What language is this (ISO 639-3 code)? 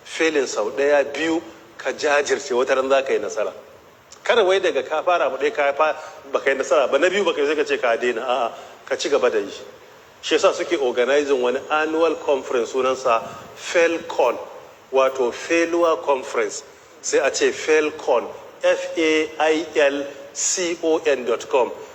hau